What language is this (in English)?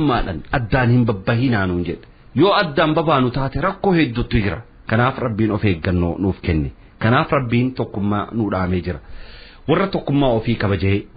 Oromo